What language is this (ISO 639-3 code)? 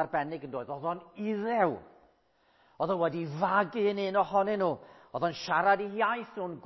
cym